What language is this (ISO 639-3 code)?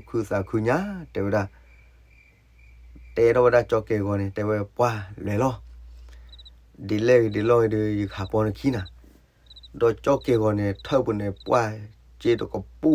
ksw